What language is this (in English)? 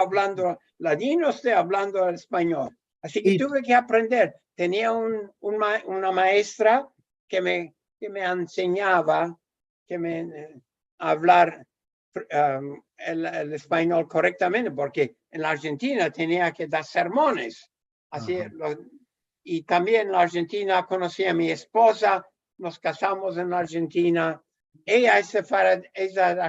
Ladino